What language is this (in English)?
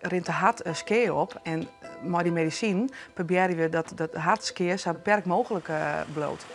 Western Frisian